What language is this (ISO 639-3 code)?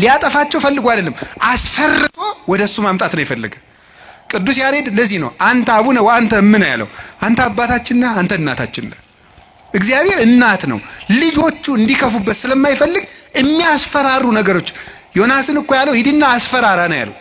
amh